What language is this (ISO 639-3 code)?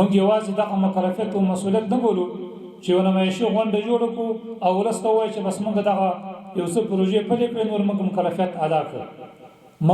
pus